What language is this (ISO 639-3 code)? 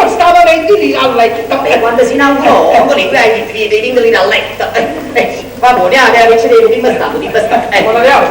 nap